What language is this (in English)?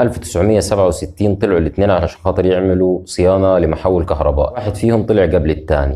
Egyptian Arabic